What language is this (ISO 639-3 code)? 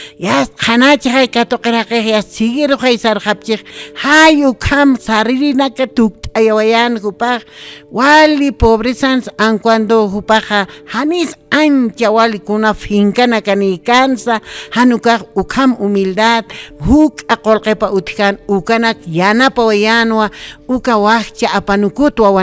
aym